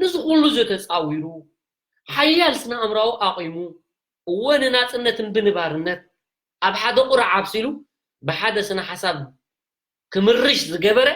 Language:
Tigrinya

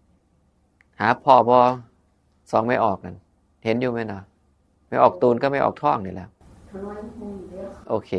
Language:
Northeastern Thai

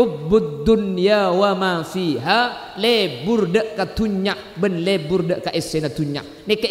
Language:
Madurese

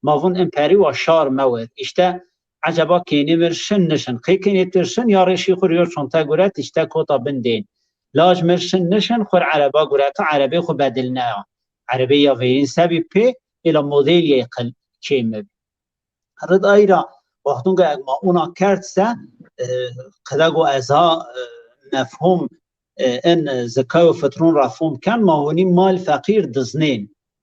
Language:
Zaza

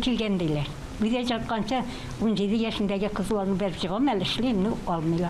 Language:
Tatar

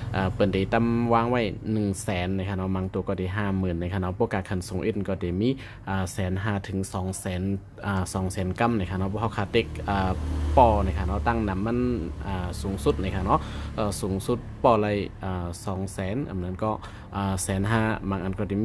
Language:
Shan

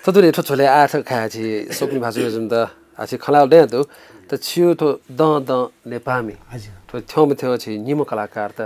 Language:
Newari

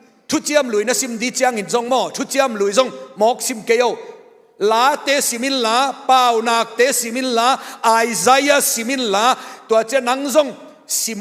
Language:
Tedim Chin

